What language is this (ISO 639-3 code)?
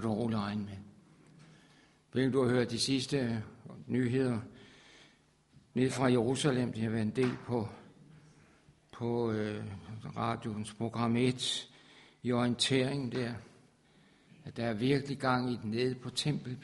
dan